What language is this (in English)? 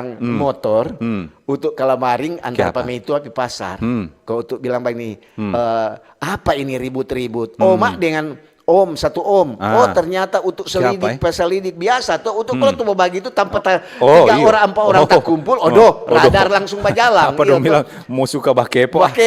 Manado Malay